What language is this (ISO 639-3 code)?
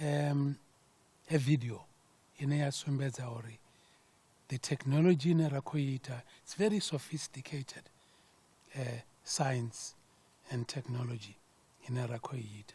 ven